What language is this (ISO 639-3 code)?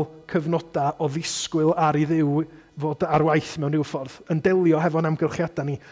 cym